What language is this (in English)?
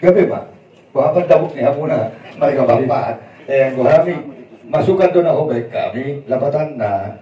Batak Toba